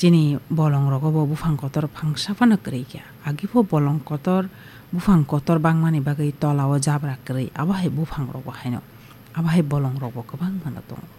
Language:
Kok Borok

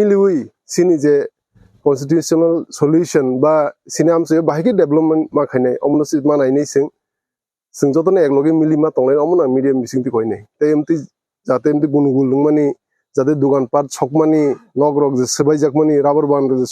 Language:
Kok Borok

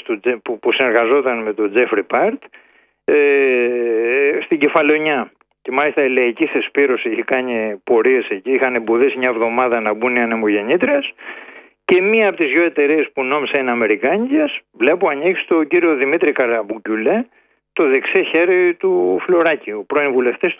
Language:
Greek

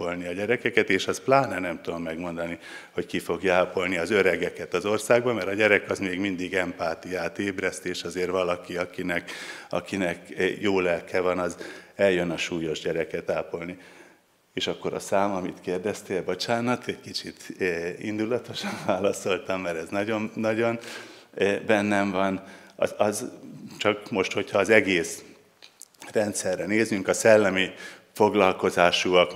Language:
Hungarian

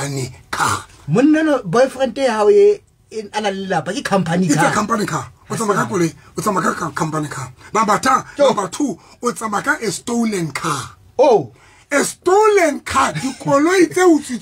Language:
Southern Sotho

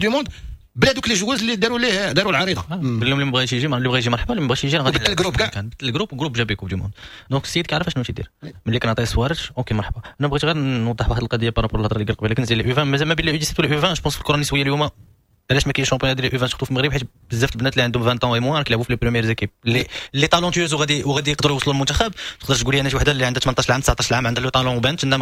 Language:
Moroccan Arabic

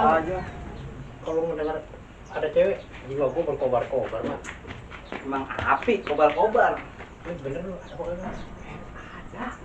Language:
Betawi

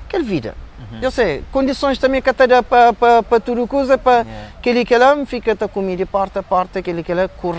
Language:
Kabuverdianu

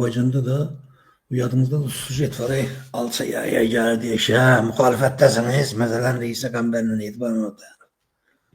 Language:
Azerbaijani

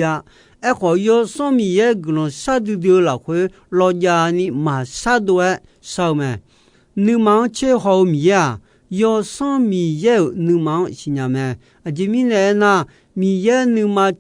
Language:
Akha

